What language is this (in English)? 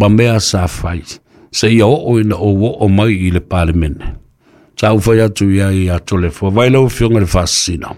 Samoan